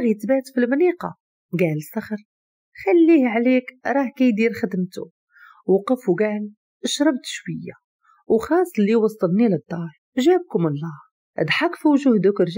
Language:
Moroccan Arabic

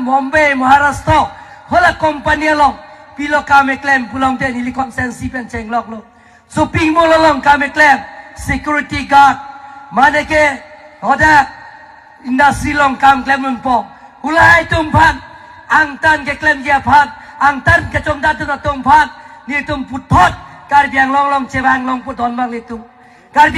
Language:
Karbi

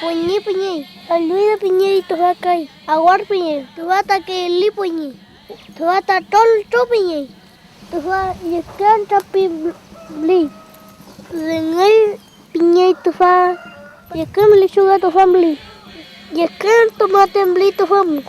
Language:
Mapuche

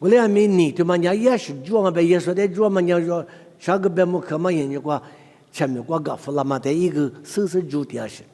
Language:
Lisu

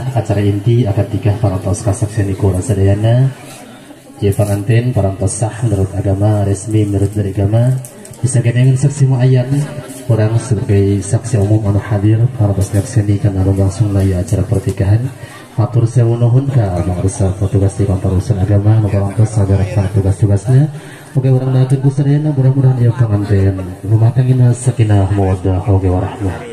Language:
Sundanese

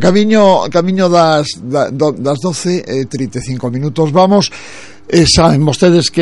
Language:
Galician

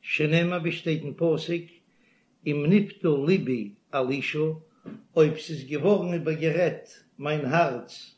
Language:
Yiddish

